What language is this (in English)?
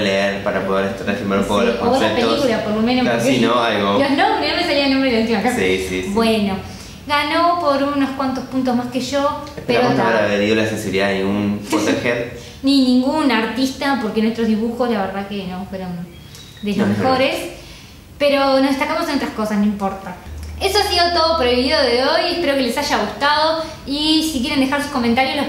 Spanish